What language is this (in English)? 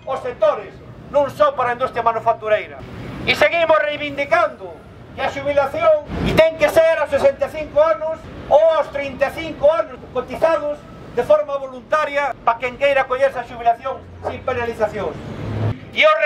Galician